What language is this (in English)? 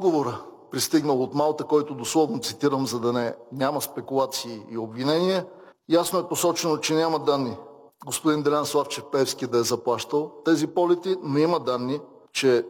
Bulgarian